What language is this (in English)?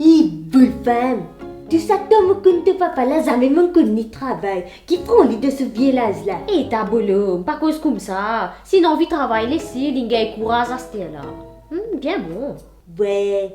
Morisyen